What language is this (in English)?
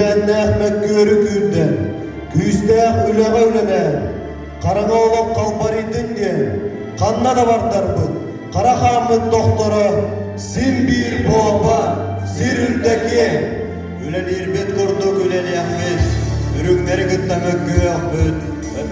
Yakut